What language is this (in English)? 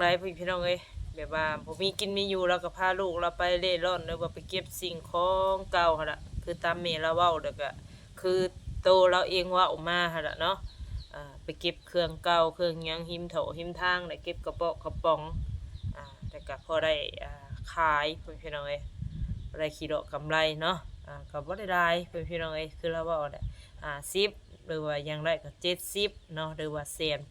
Northeastern Thai